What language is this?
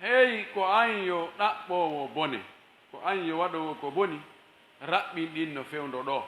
Pular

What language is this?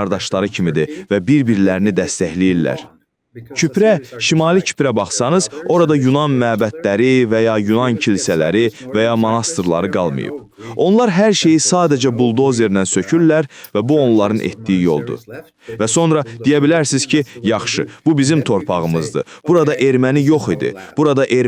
Azerbaijani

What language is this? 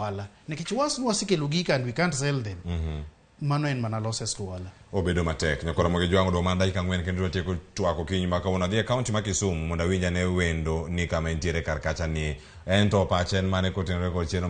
Luo (Kenya and Tanzania)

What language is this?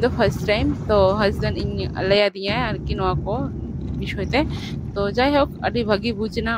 Santali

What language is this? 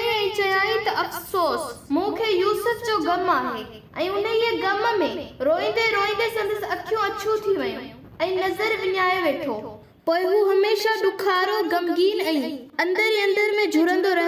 Sindhi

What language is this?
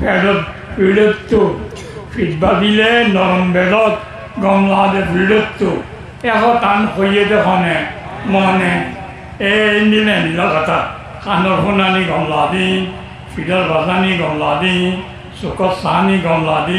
Rohingya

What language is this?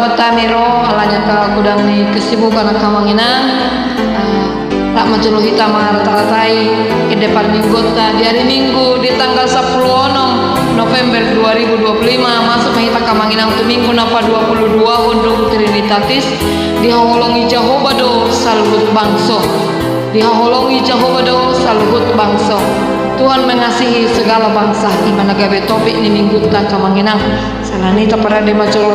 Batak Toba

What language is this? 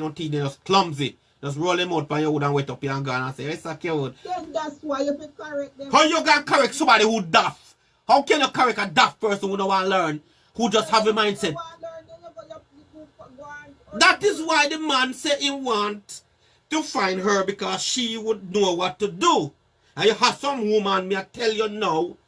Jamaican Creole English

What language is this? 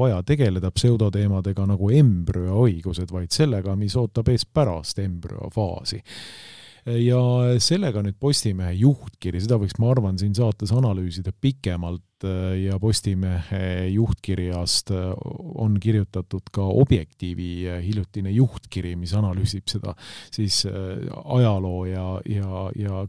Estonian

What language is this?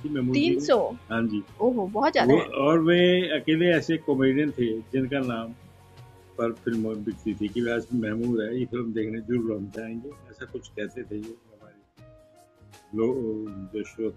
Hindi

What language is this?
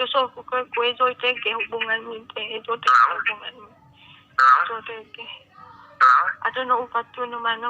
Nias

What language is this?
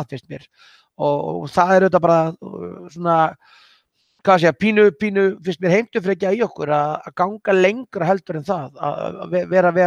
Icelandic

